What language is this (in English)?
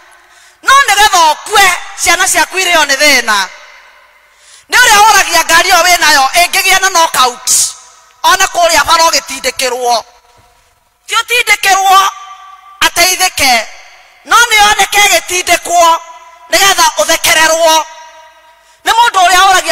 Kikuyu